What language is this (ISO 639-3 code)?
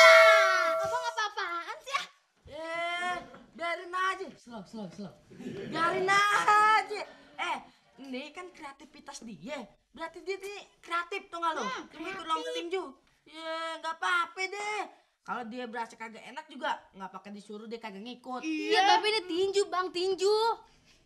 bew